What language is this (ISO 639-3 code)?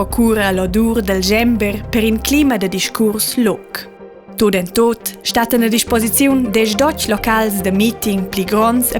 roh